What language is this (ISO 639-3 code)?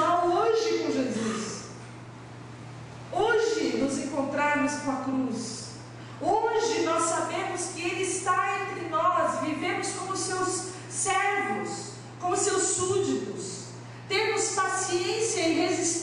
por